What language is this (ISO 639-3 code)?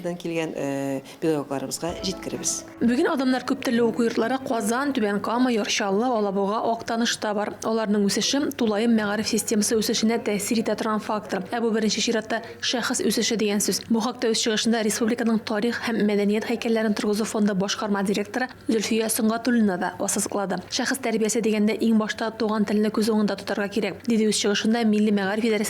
tat